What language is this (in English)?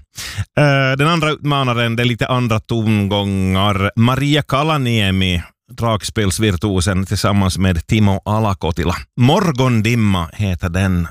Swedish